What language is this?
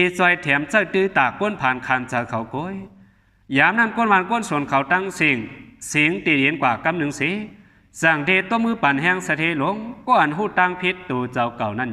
Shan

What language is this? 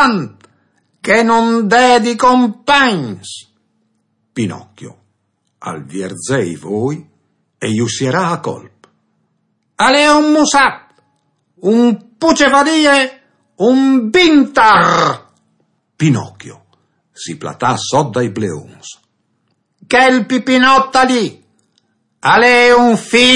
Friulian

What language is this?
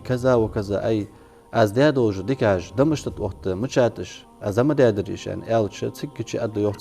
Ingush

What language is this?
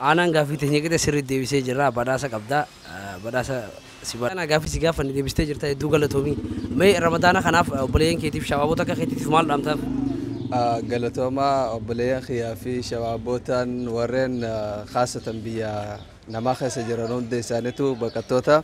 Oromo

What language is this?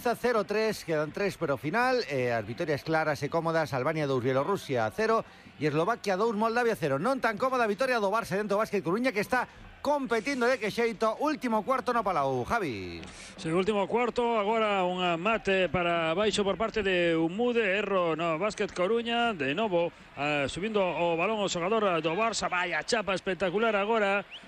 Galician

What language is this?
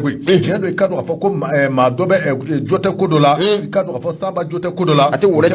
Bambara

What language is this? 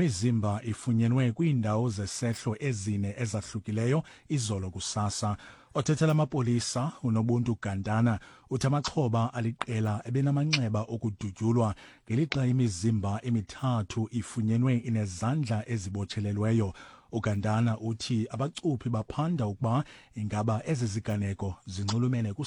Xhosa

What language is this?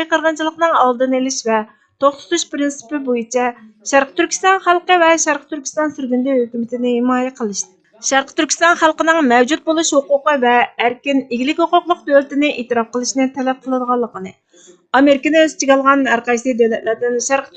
Uyghur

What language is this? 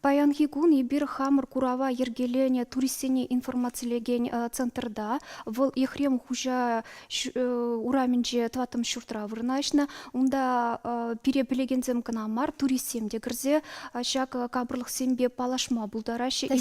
Chuvash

